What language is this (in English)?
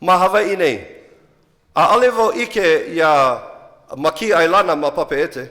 Hawaiian